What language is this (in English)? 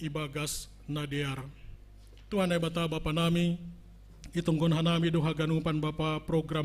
Batak Simalungun